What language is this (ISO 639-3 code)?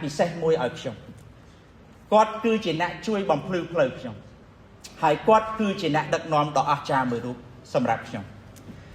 khm